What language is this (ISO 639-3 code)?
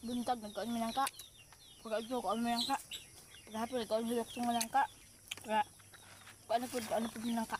ceb